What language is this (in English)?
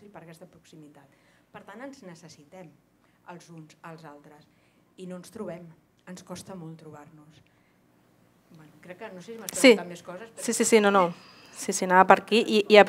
Catalan